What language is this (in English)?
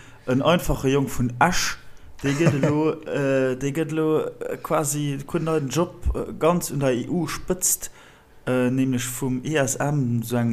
Luxembourgish